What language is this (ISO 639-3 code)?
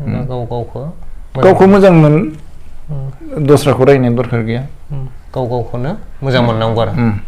brx